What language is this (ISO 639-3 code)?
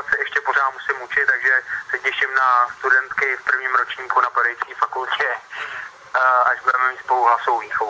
ces